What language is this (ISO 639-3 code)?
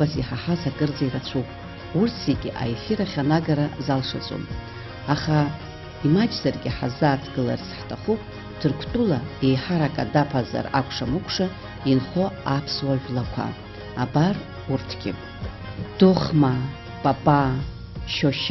abk